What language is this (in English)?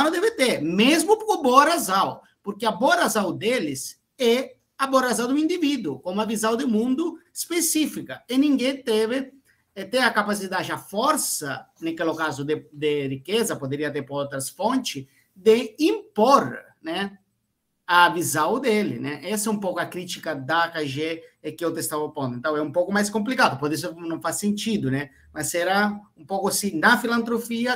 Portuguese